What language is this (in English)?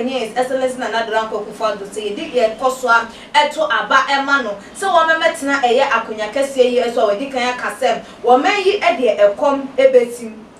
Akan